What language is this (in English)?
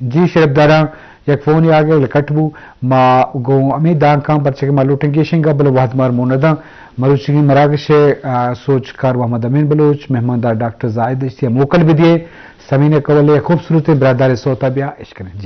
Eastern Balochi